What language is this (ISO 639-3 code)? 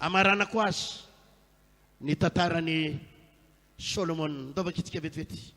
mlg